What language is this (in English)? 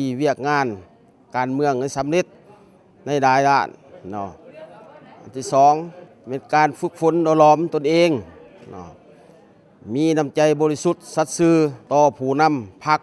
Lao